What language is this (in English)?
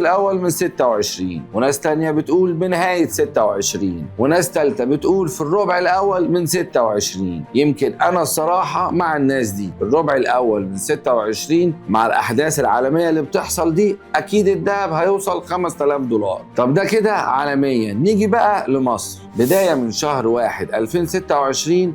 Egyptian Arabic